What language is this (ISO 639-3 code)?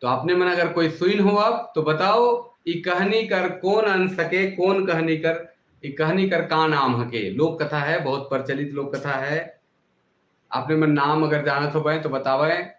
sck